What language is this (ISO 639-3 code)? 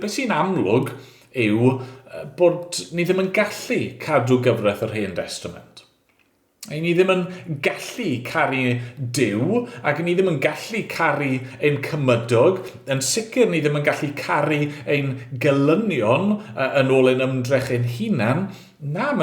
cym